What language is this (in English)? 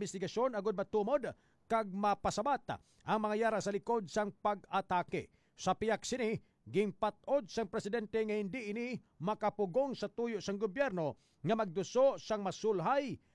Hiligaynon